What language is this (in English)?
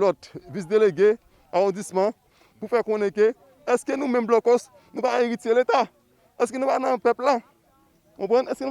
Haitian Creole